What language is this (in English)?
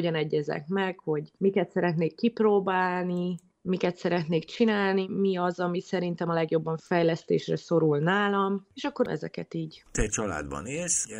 Hungarian